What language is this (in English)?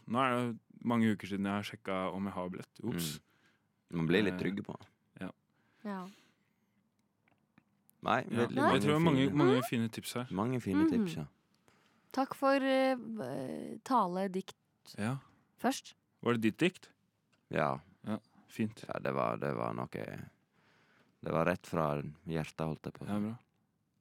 Norwegian